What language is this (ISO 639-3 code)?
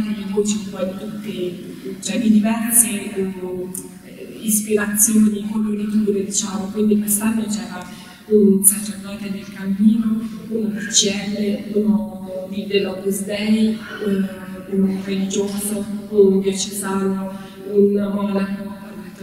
ita